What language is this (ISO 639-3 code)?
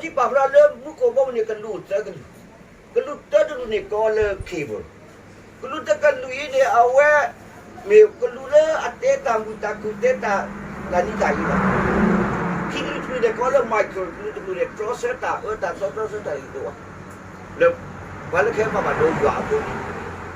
ksw